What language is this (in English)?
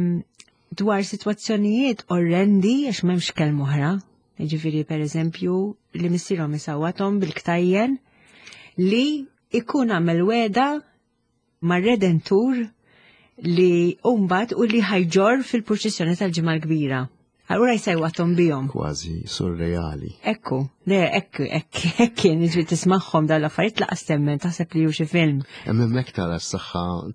Maltese